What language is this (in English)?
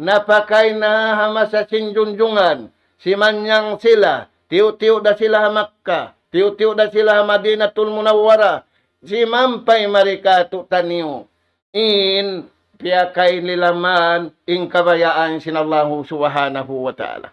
Tausug